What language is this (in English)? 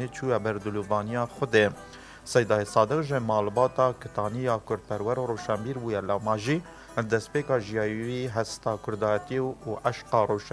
Kurdish